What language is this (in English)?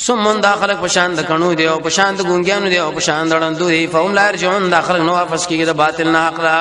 Pashto